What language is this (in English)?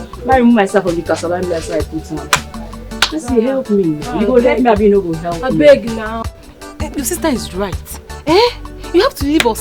Nigerian Pidgin